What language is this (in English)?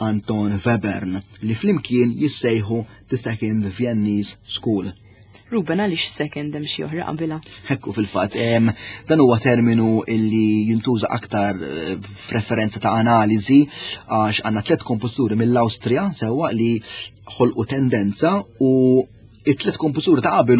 Maltese